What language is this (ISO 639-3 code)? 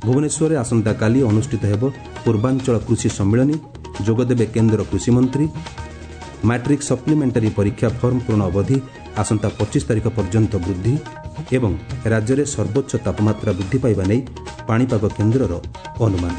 ori